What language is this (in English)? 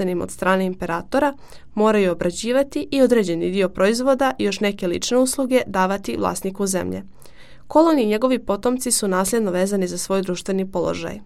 Croatian